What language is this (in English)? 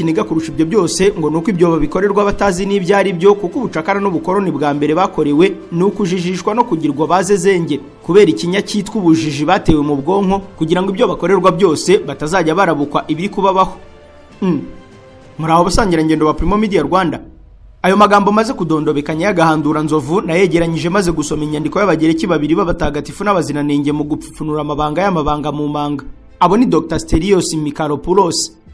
Kinyarwanda